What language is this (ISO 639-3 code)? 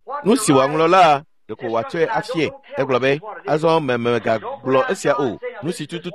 ewe